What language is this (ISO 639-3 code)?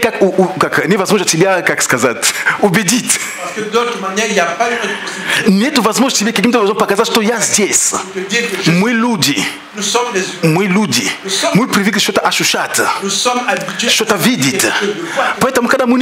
rus